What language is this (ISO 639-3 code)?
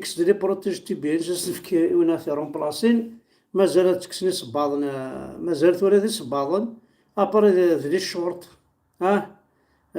kab